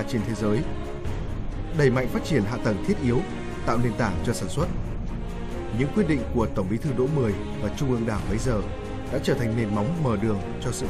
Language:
Vietnamese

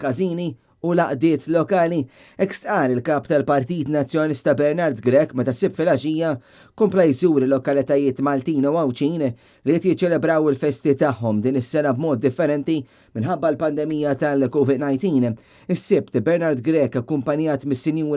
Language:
Maltese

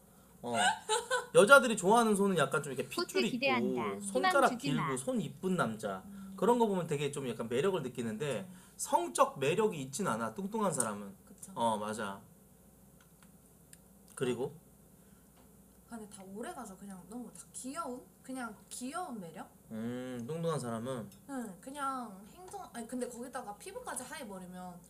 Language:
Korean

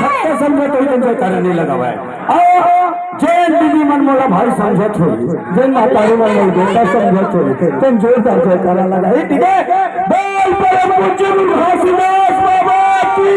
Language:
Chhattisgarhi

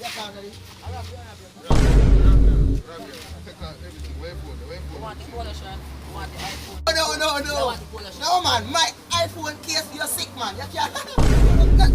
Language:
Jamaican Creole English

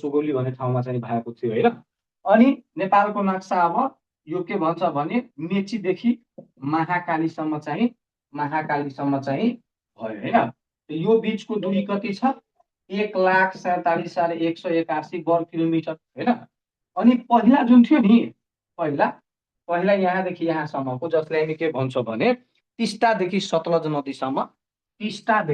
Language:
Nepali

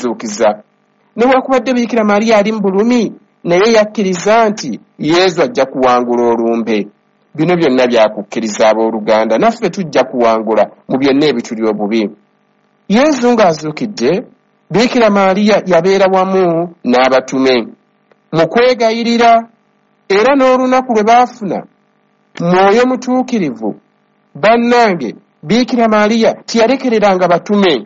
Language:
Ganda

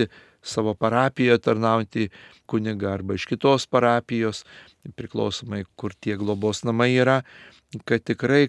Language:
Lithuanian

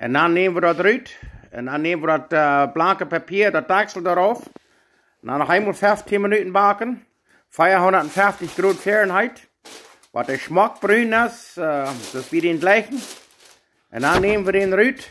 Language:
Plautdietsch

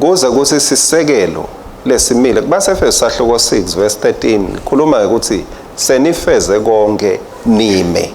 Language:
Swati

